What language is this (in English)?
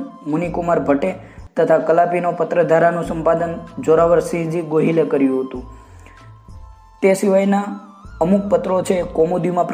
Gujarati